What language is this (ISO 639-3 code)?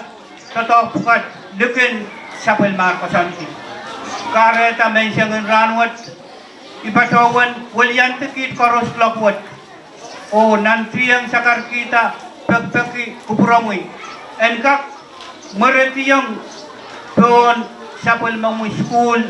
pon